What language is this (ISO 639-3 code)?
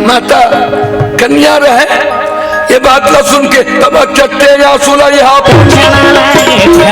hne